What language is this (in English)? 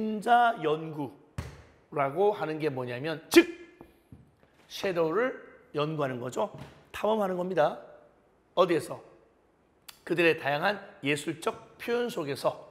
Korean